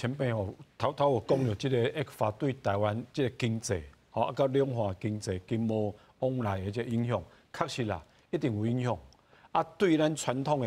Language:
Min Nan Chinese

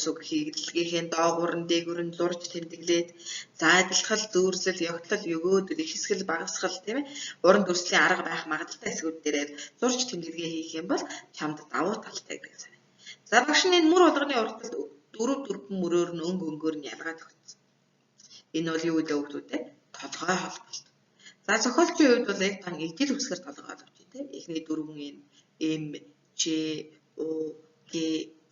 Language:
Mongolian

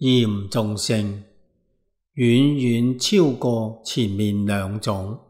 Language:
Cantonese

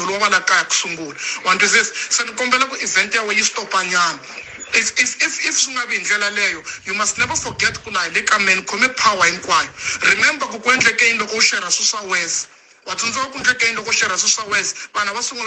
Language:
Tsonga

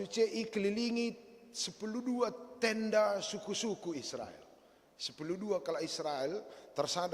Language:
Batak Karo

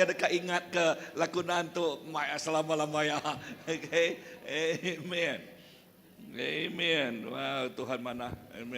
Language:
Iban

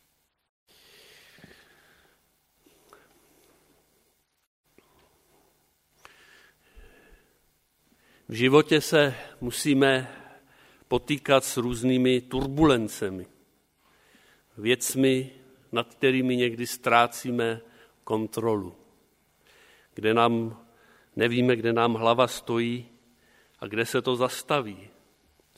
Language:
Czech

